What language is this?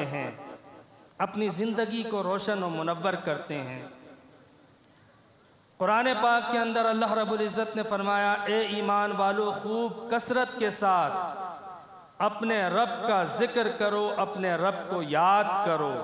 Urdu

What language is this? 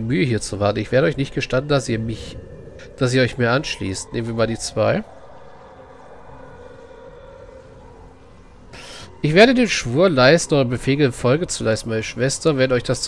German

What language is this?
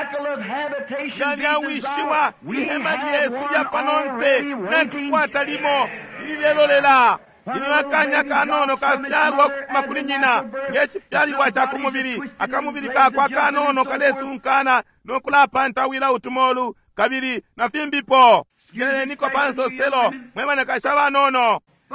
Bemba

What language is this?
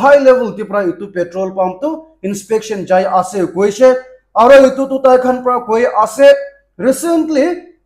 Naga Pidgin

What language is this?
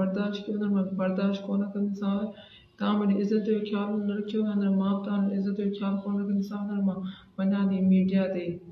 Sindhi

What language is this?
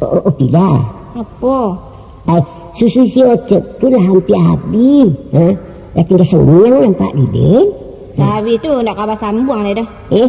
Minangkabau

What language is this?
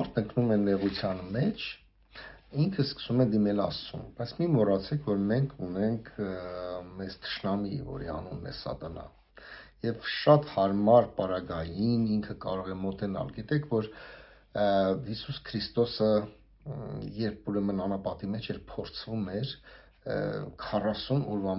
Armenian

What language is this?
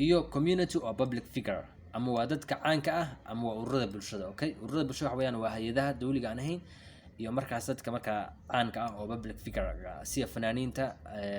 Somali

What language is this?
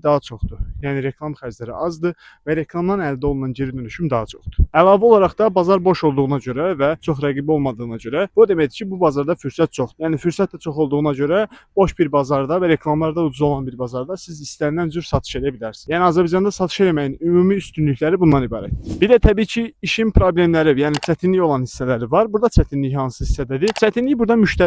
Azerbaijani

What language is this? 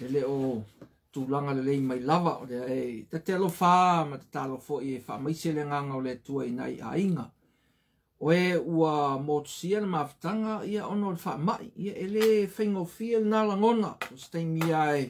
Samoan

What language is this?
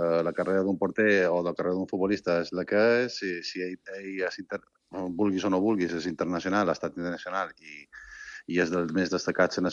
Catalan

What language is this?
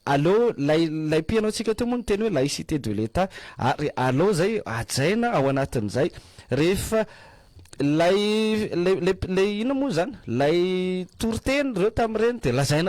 Malagasy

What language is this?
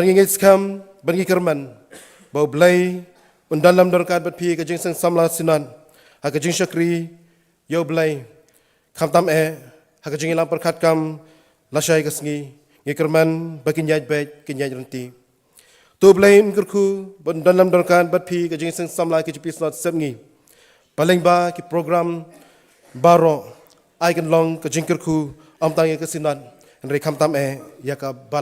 Khasi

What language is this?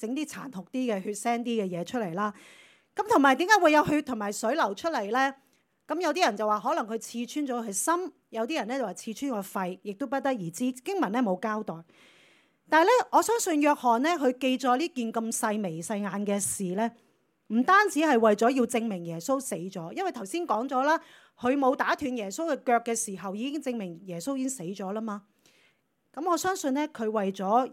Cantonese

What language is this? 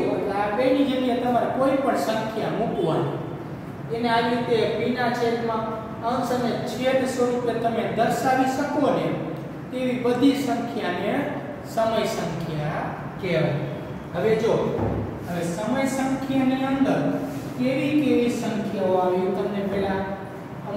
Gujarati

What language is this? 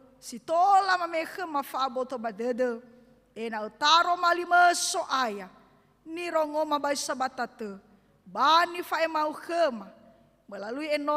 Nias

